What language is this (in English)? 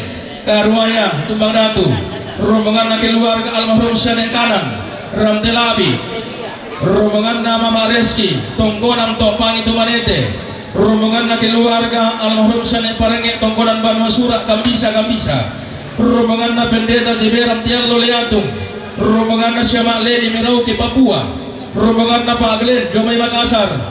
Toraja-Sa'dan